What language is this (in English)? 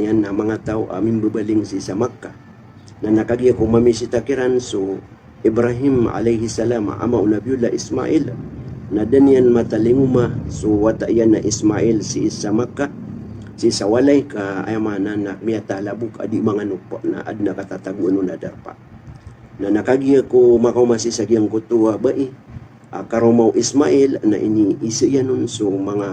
Maranao